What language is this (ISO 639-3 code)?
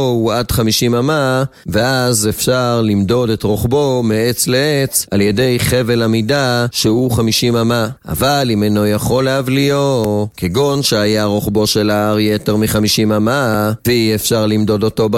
heb